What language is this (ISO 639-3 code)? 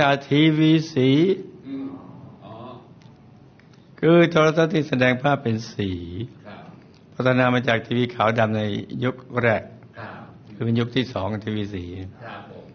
tha